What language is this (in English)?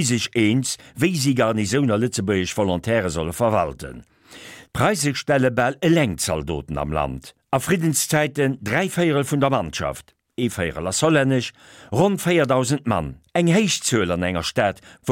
Luxembourgish